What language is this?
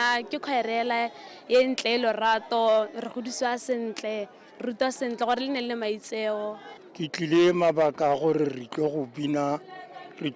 Tswana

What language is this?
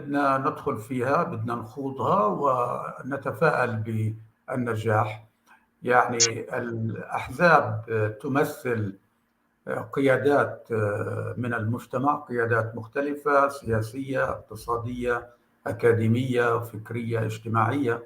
North Levantine Arabic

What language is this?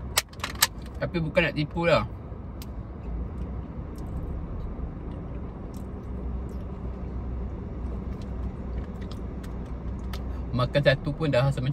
Malay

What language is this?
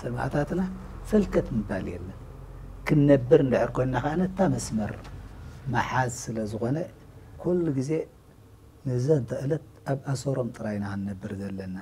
Tigrinya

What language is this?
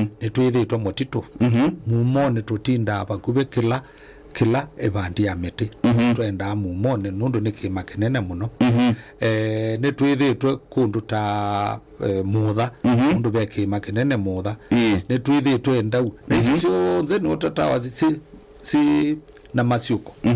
Kamba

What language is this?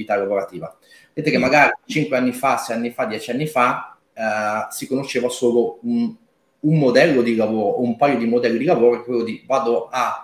Italian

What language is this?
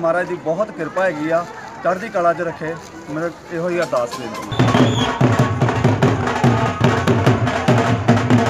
Punjabi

